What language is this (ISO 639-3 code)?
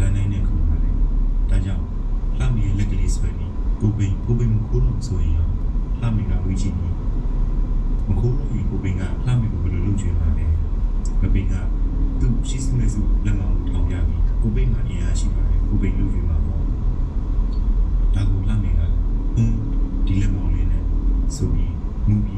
mya